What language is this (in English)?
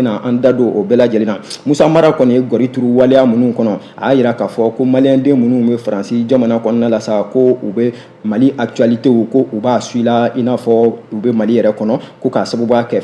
Bambara